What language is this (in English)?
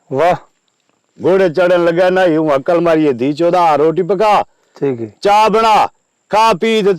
Saraiki